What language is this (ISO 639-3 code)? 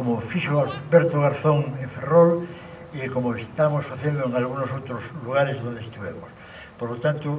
glg